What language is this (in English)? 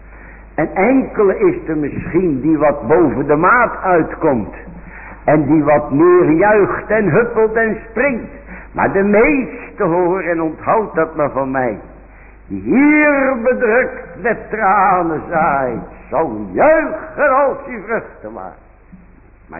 Dutch